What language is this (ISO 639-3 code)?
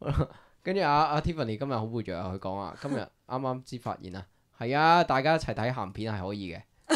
yue